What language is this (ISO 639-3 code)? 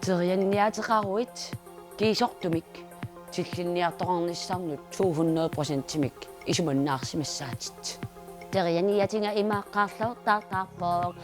kal